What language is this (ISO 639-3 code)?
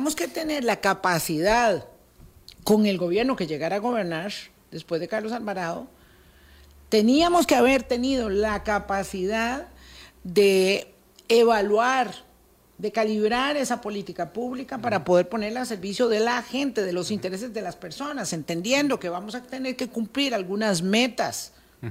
spa